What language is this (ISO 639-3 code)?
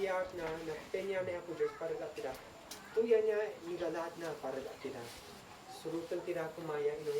isd